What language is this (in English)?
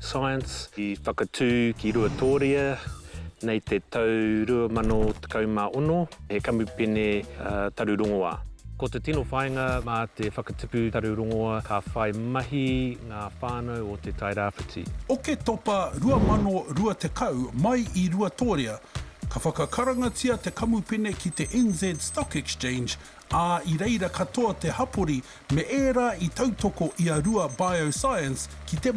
Māori